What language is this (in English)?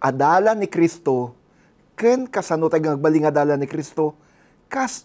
Iloko